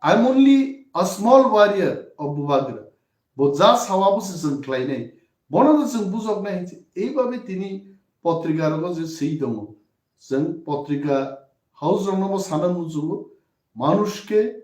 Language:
Kok Borok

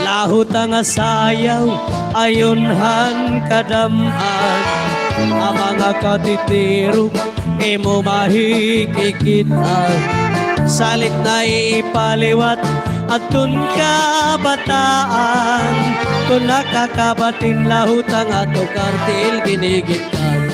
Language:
Waray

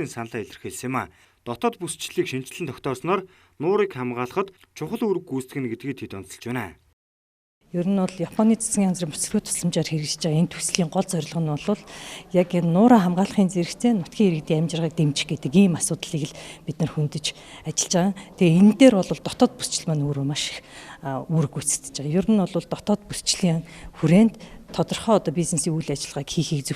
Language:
Mongolian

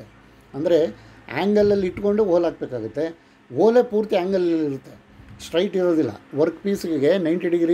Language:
Kannada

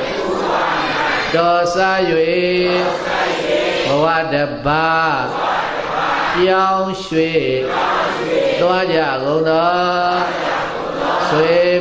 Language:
Burmese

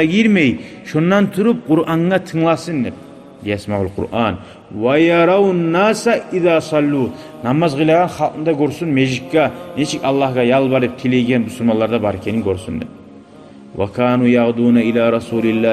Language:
Kumyk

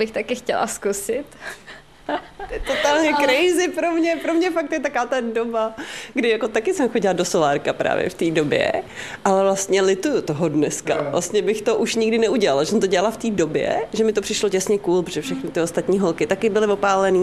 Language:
Czech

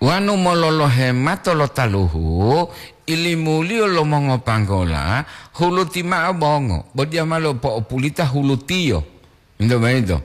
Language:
Gorontalo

